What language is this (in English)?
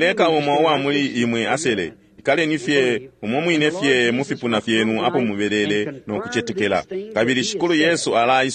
Bemba